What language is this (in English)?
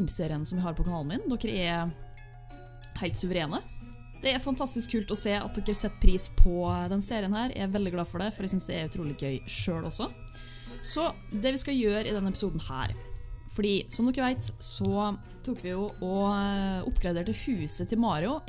Norwegian